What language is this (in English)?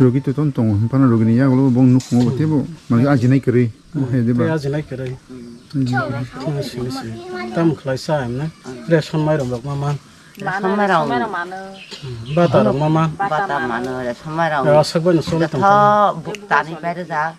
Kok Borok